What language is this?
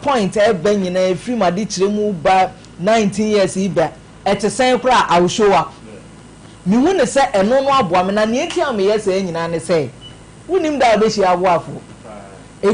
Akan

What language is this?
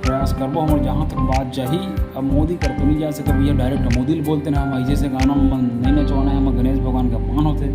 Chhattisgarhi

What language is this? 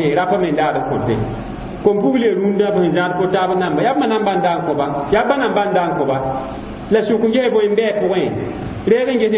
Mossi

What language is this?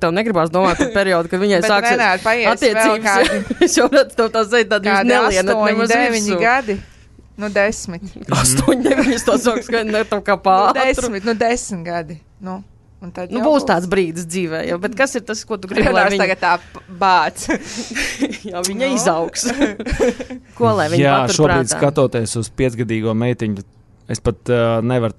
Latvian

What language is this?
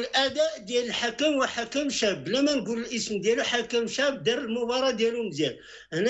Moroccan Arabic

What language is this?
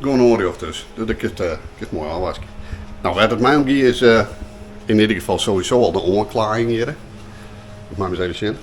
Western Frisian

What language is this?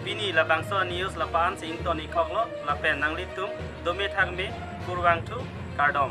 Karbi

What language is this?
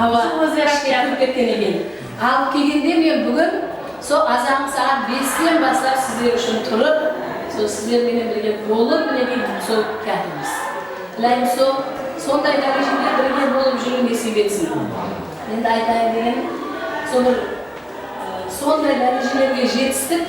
Kara-Kalpak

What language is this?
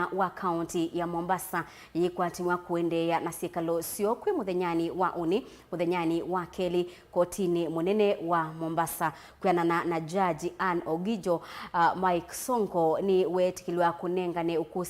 Kamba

